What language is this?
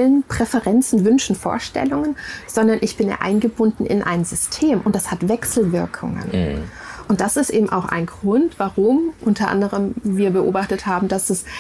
German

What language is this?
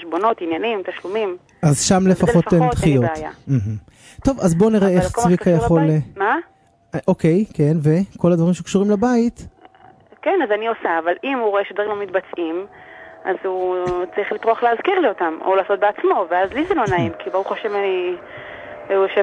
Hebrew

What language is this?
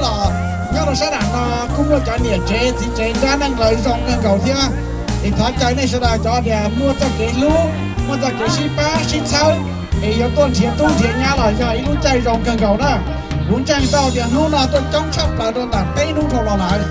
Hmong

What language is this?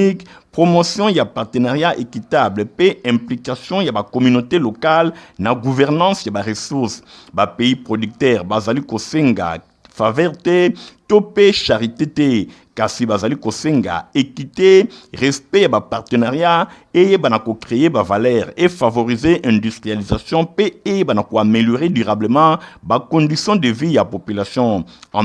Lingala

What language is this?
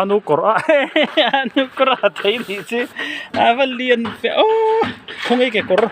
Mizo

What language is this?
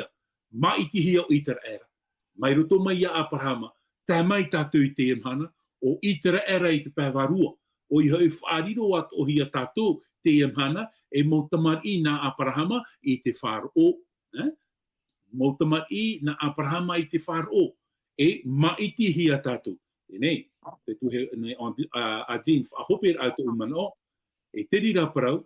Tahitian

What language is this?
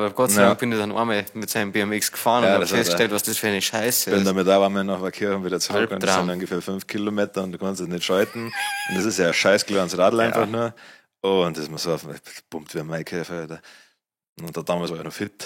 Bavarian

